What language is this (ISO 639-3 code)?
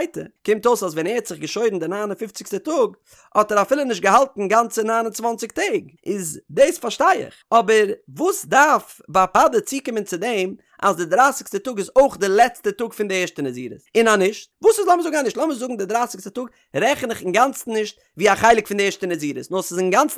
yid